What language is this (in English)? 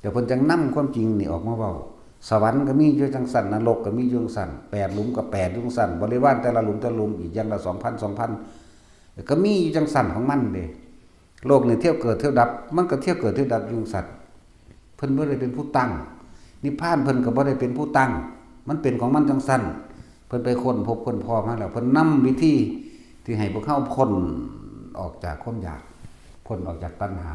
Northeastern Thai